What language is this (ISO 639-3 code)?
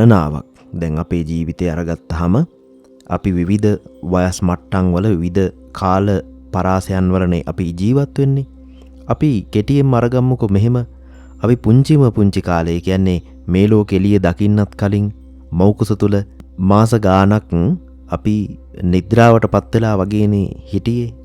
sin